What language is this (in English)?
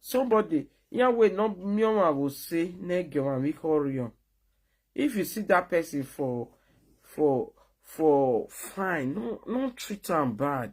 Nigerian Pidgin